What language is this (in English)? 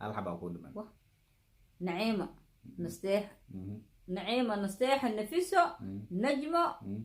Somali